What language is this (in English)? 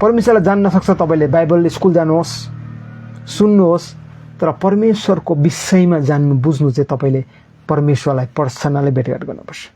Nepali